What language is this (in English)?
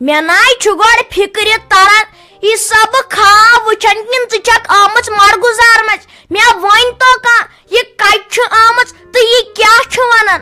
Kashmiri